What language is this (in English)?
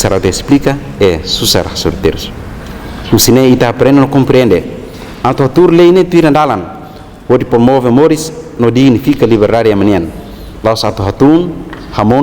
Tetum